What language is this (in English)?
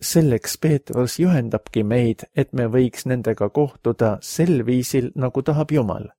Estonian